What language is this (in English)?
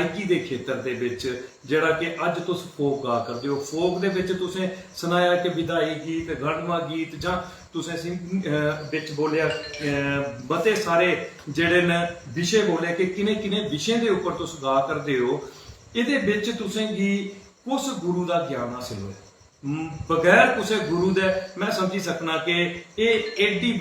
Dogri